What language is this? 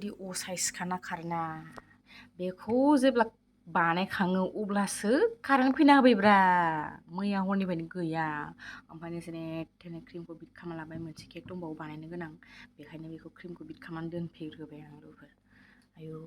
Bodo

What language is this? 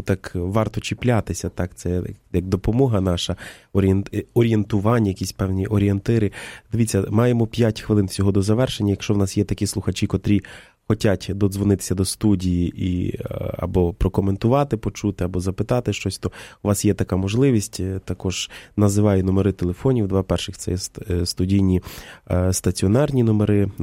Ukrainian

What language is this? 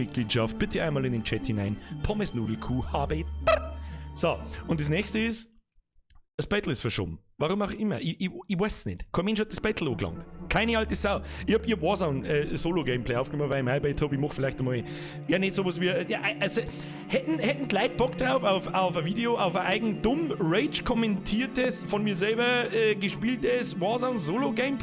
Bavarian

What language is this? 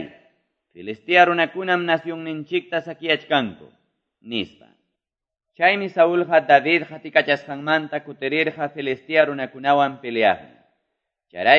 Quechua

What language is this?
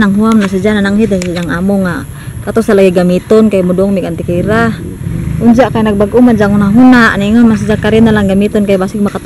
Cebuano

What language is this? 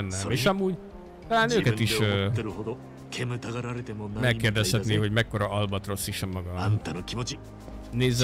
Hungarian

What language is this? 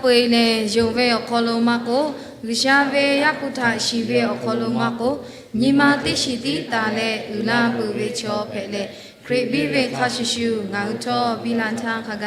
Lahu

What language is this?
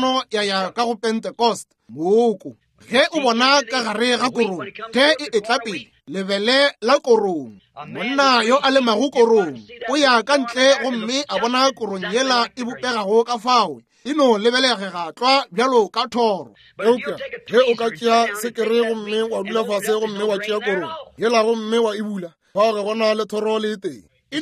Northern Sotho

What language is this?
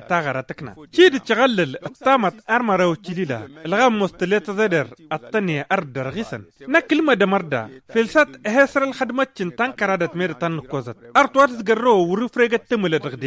Tamasheq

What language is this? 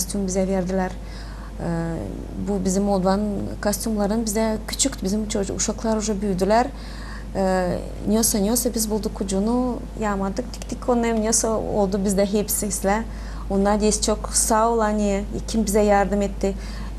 Gagauz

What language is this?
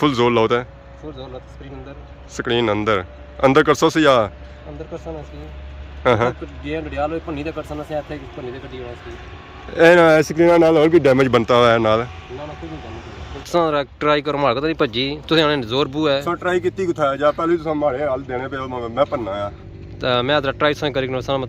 Pahari-Potwari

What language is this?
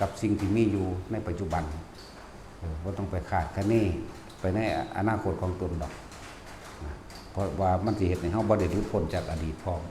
Lao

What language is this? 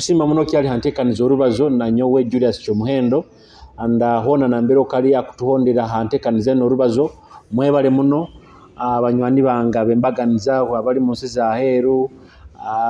Nyoro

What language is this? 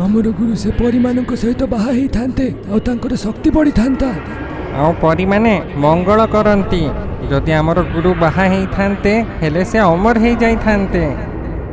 Odia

